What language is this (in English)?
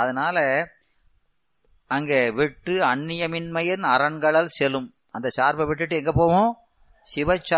Tamil